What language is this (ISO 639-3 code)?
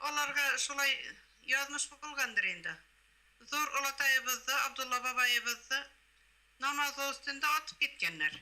bak